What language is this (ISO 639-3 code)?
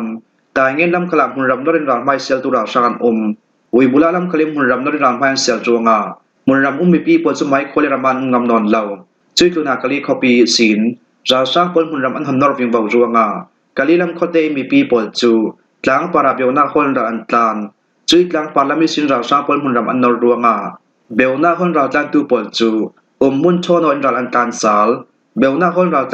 cfm